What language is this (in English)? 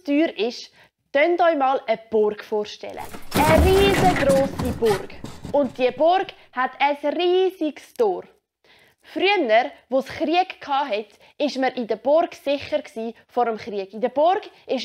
Swiss German